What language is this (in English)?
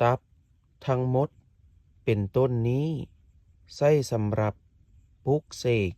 Lao